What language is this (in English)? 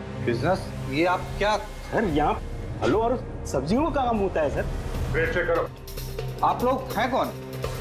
Hindi